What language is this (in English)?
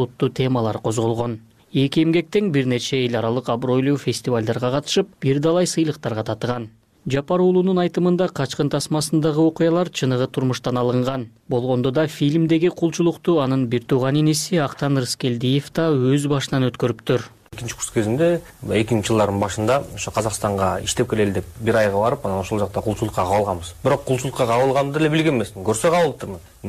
Kyrgyz